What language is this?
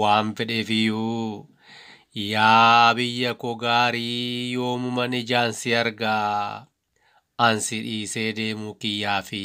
Oromo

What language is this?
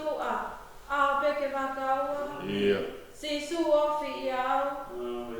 Tongan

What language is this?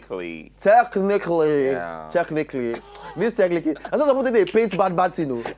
Nigerian Pidgin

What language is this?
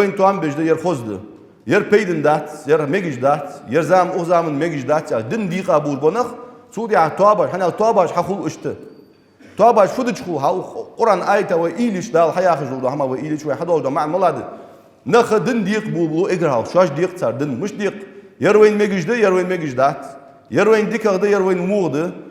Ingush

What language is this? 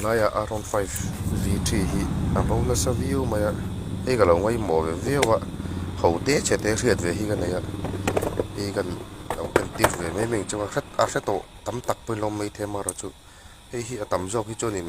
Mizo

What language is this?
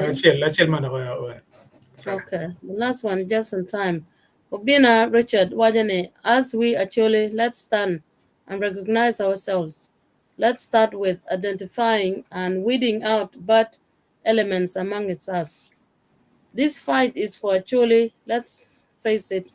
Acoli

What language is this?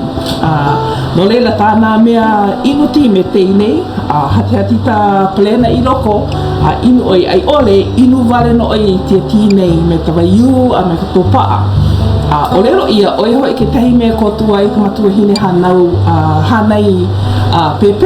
Hawaiian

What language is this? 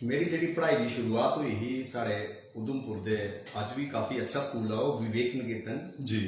Dogri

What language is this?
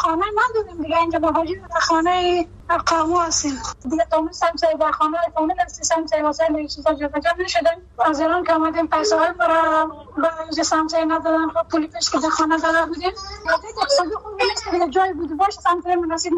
Persian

